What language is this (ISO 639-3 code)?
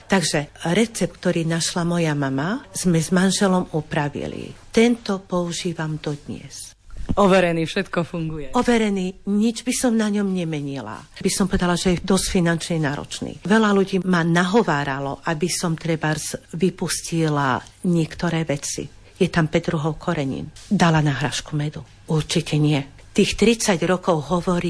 slk